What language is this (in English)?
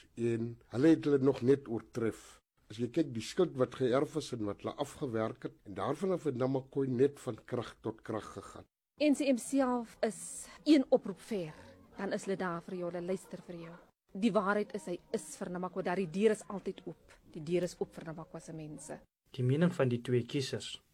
Afrikaans